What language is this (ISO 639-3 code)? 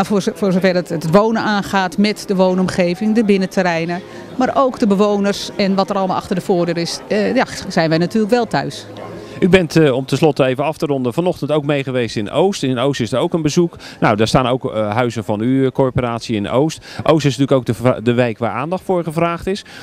nld